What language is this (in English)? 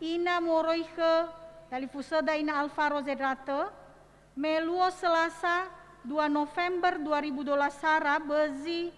Nias